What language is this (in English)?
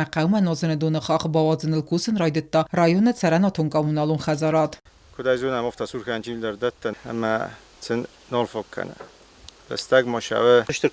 Ossetic